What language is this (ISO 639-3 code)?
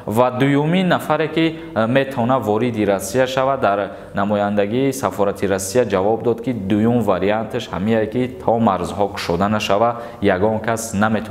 tgk